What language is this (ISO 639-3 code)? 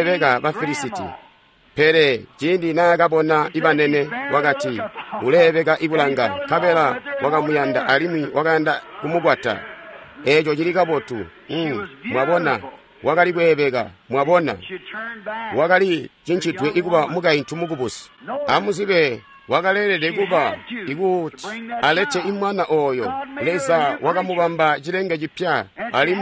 toi